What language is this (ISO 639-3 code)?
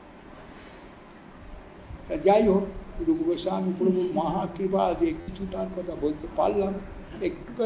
ben